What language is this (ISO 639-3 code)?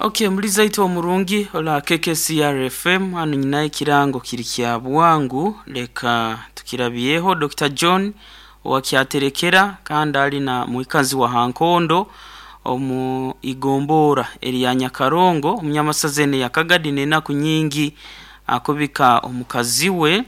nyo